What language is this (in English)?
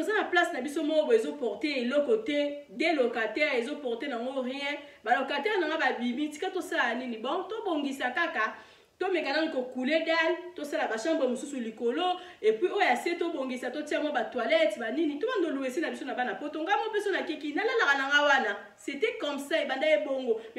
Lingala